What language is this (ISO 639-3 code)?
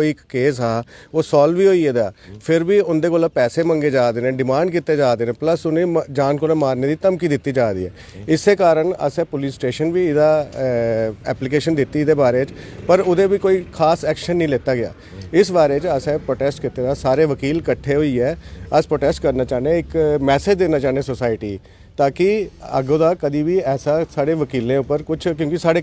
doi